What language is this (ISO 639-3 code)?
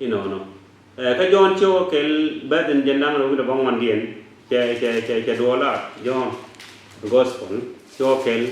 nus